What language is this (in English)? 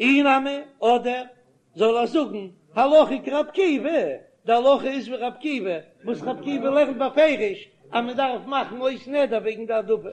Yiddish